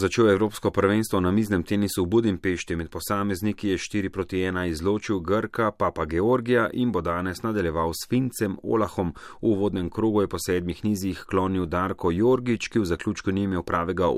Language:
Slovenian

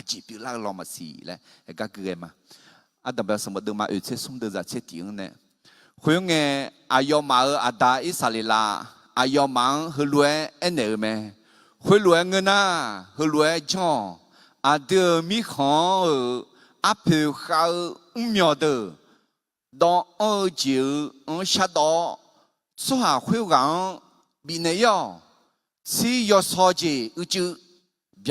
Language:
Akha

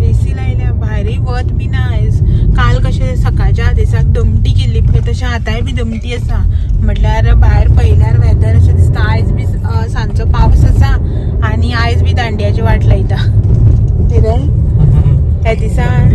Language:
Konkani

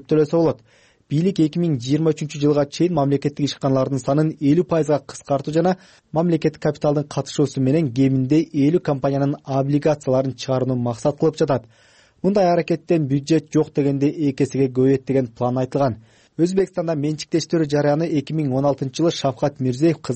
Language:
Kyrgyz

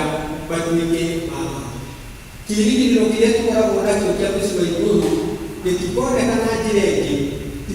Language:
Kikuyu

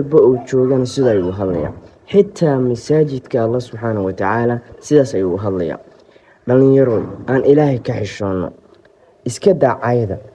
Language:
Somali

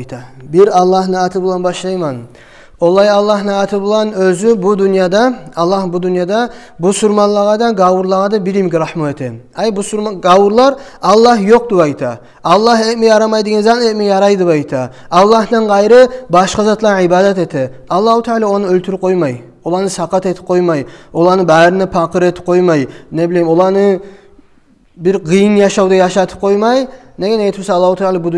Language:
Kumyk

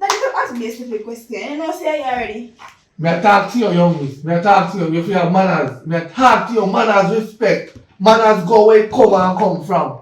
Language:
Jamaican Creole English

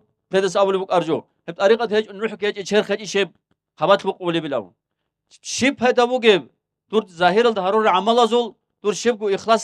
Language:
Avaric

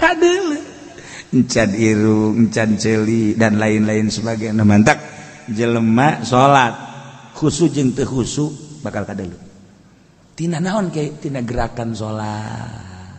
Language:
Sundanese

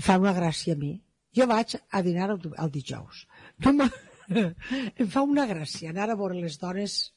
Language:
Catalan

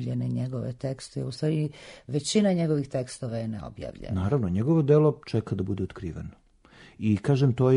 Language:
Serbian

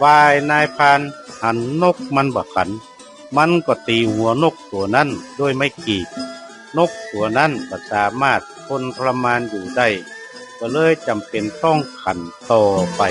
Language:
Northern Thai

